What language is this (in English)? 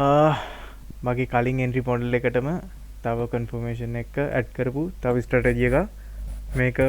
Sinhala